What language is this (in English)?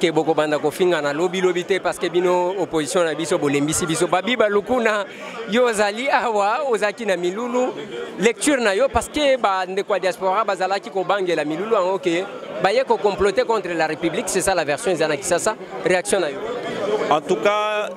Lingala